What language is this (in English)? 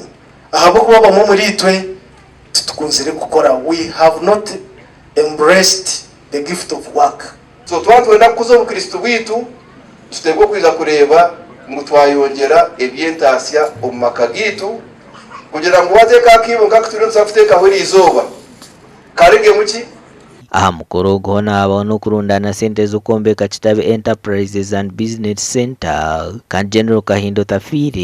Nyankole